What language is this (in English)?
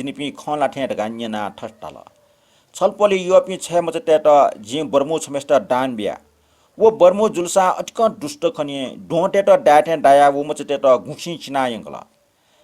Newari